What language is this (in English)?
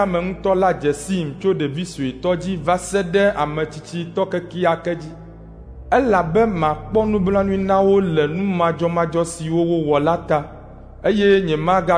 Ewe